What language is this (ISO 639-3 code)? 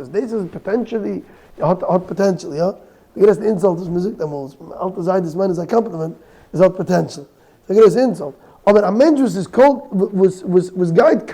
yid